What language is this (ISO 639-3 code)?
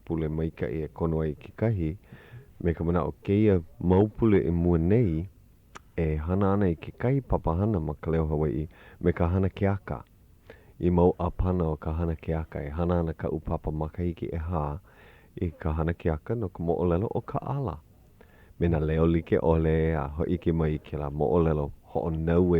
haw